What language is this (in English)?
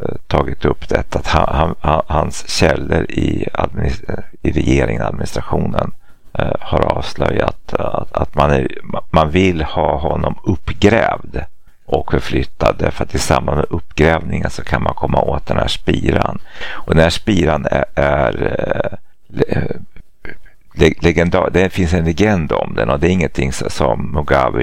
Swedish